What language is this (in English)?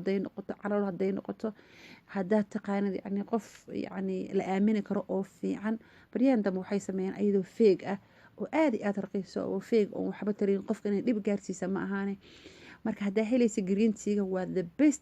Somali